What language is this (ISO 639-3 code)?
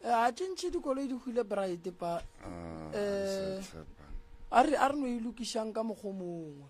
nso